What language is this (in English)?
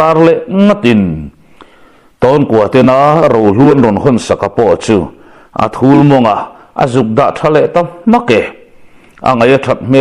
Mizo